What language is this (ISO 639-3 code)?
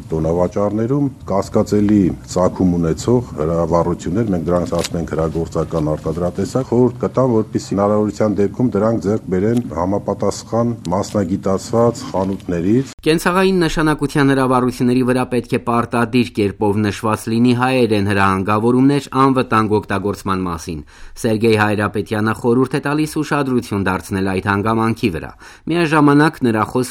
hye